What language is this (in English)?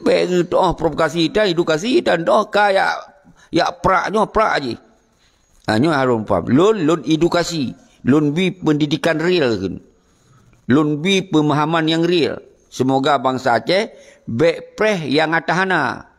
Achinese